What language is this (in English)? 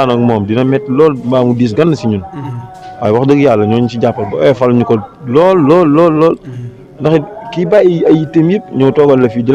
Wolof